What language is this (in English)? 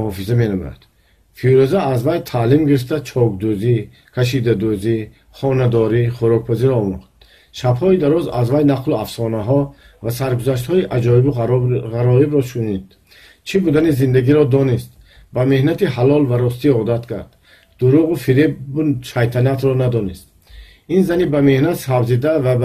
Tajik